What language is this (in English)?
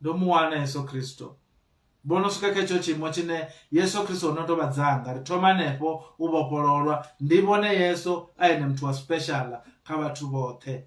Venda